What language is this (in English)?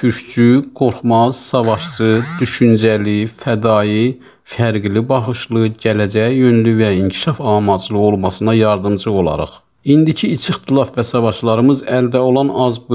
South Azerbaijani